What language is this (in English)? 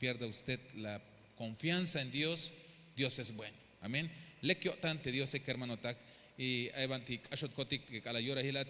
Tzeltal